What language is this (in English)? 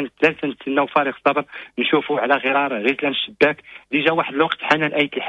Moroccan Arabic